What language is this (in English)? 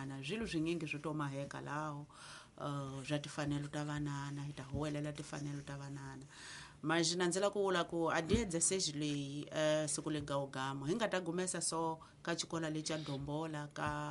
Tsonga